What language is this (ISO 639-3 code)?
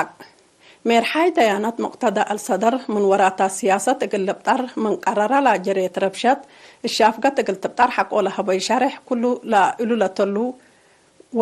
tig